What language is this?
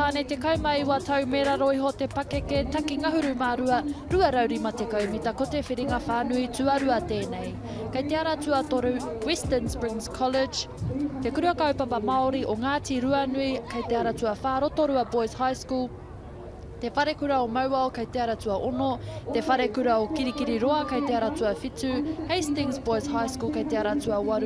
Māori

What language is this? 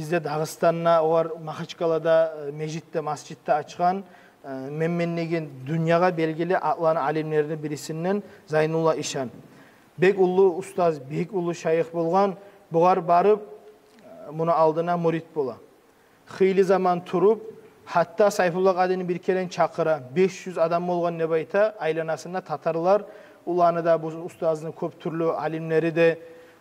Kumyk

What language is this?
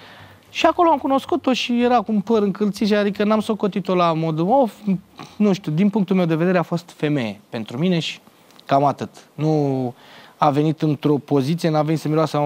Romanian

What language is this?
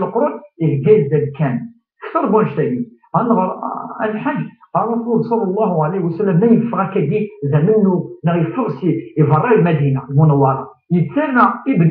Kabyle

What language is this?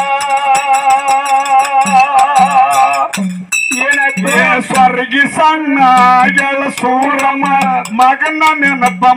Kannada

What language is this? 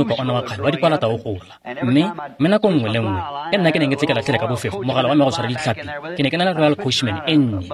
Tswana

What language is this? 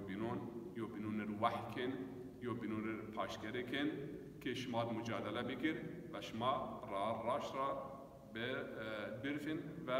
Zaza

